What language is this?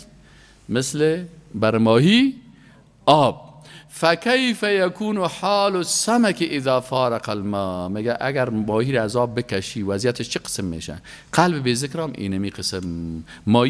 Persian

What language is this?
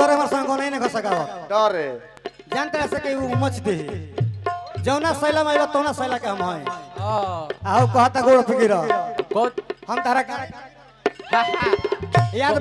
Bhojpuri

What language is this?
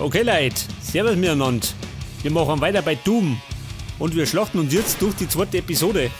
Bavarian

